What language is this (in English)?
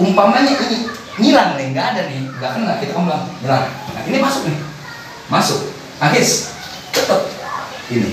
Betawi